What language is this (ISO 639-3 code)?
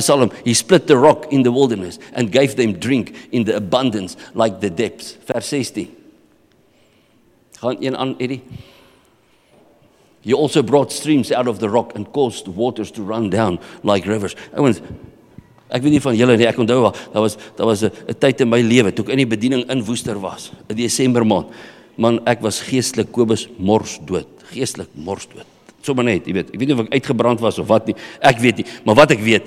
afr